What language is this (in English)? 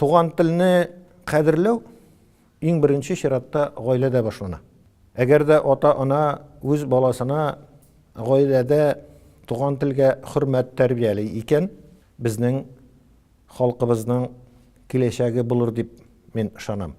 Tatar